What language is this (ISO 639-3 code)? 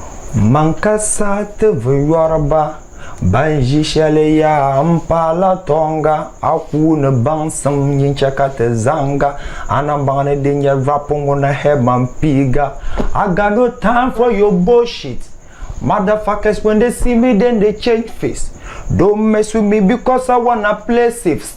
dag